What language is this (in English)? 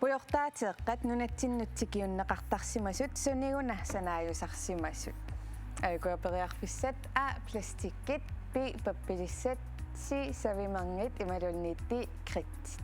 Kalaallisut